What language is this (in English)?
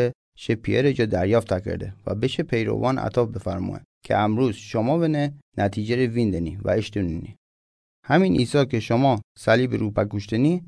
Mazanderani